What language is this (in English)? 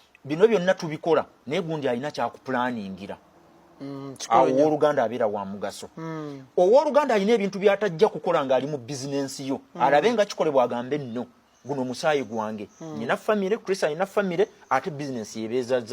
Ganda